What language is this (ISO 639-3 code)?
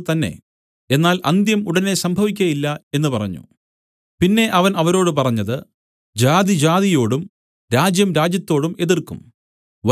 mal